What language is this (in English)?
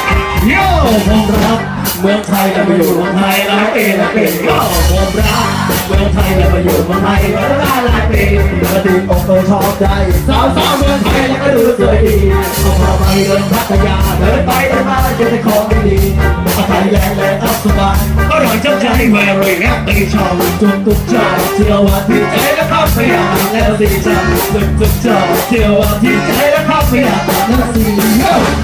Thai